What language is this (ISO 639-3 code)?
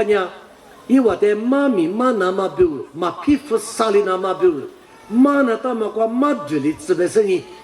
lis